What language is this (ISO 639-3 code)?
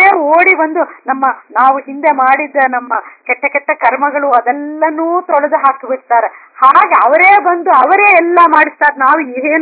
kan